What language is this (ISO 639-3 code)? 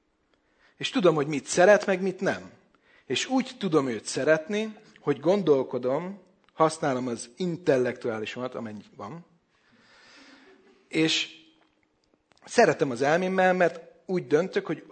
hun